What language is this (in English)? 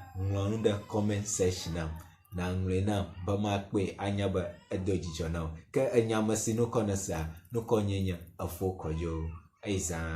Ewe